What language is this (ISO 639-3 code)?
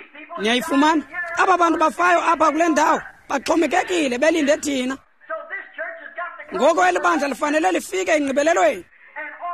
xho